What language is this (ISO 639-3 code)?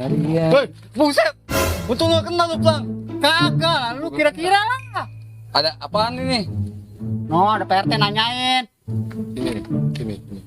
bew